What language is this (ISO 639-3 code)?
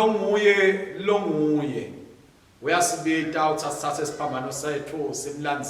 ssw